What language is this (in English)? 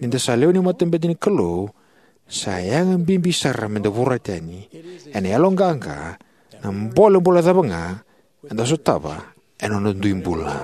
Fijian